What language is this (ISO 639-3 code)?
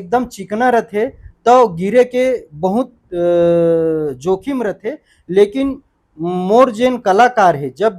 hne